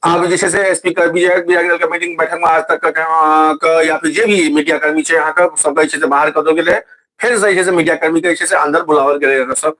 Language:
Maithili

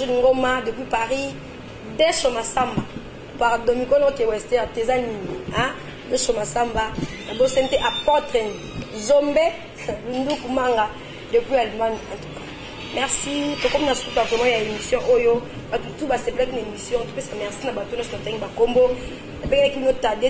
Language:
Lingala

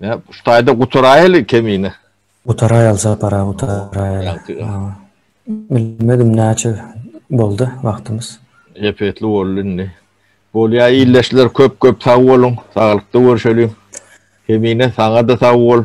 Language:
Turkmen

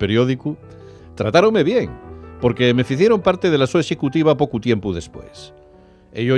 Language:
Asturian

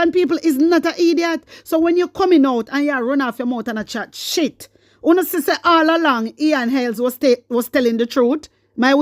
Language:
Jamaican Creole English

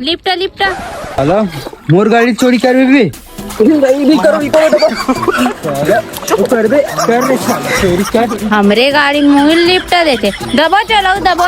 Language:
Chhattisgarhi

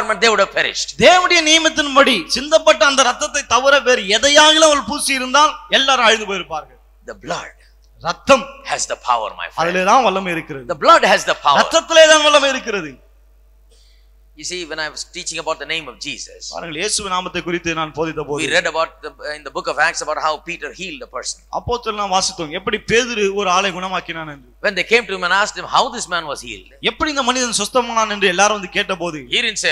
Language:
Tamil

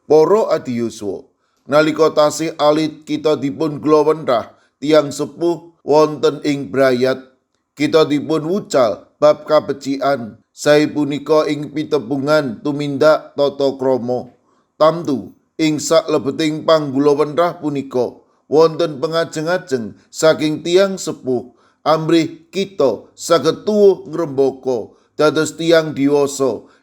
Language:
Javanese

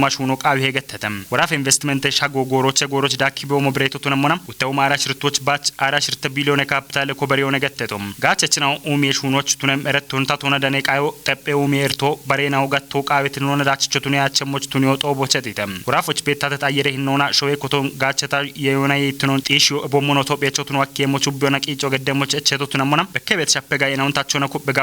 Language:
Kafa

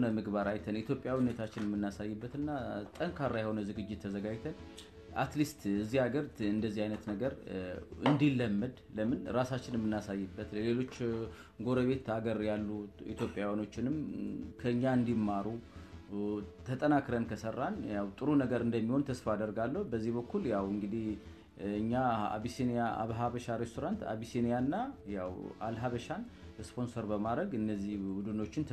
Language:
Amharic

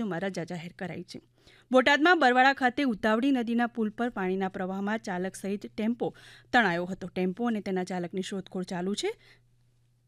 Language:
Gujarati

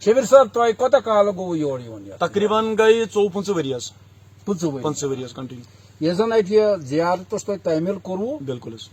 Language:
Kashmiri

